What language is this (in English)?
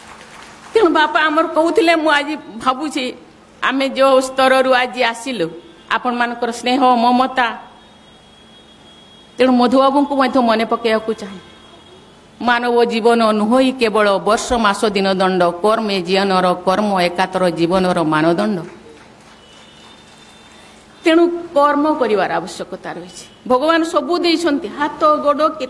Odia